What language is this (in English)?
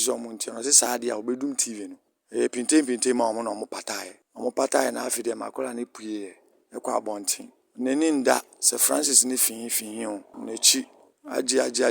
Akan